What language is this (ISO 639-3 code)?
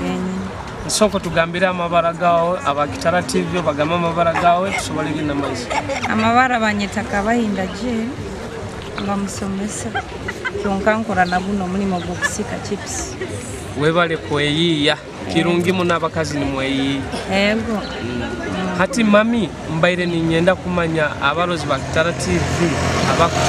nyo